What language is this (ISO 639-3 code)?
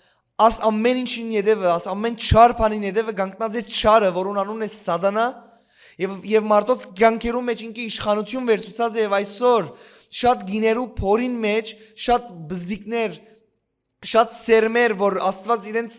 hyw